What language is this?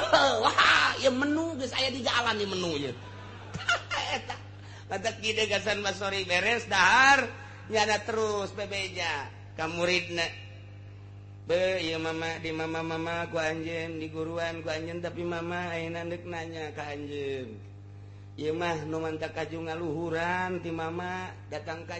Sundanese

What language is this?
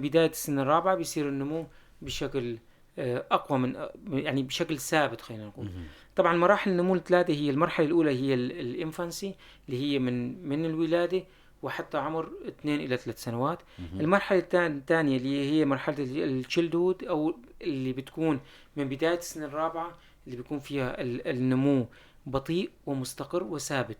North Levantine Arabic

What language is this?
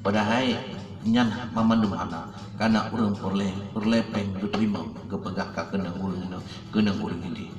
Achinese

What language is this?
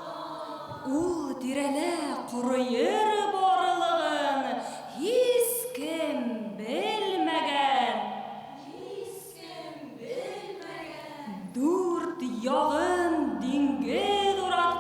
Bashkir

